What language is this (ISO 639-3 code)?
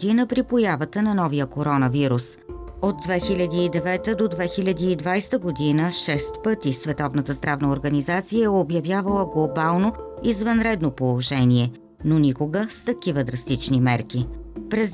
bul